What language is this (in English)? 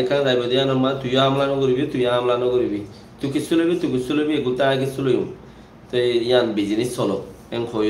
Rohingya